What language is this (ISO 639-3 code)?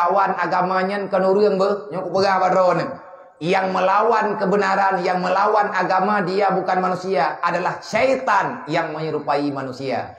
ace